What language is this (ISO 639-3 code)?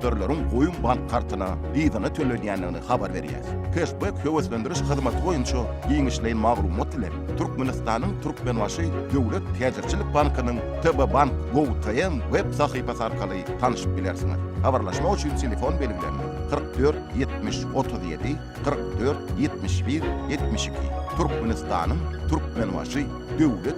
tuk